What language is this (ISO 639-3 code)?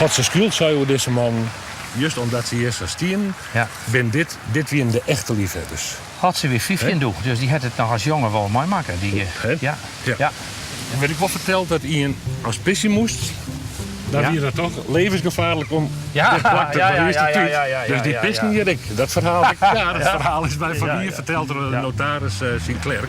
fry